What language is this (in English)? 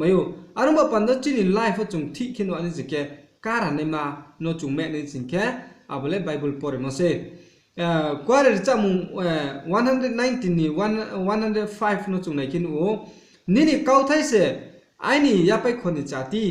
Riang (India)